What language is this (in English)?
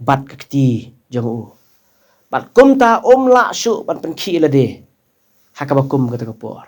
Khasi